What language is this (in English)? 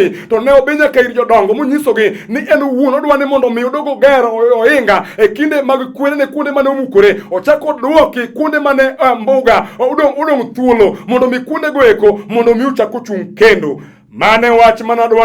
Luo (Kenya and Tanzania)